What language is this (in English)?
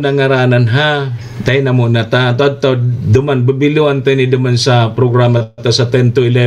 Bikol